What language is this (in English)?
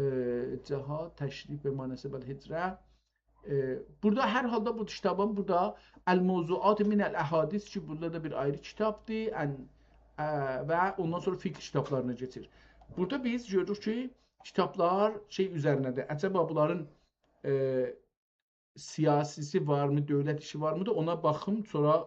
South Azerbaijani